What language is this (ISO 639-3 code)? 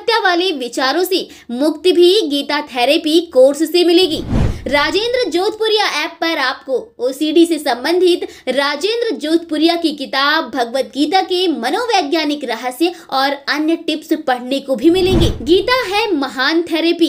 hin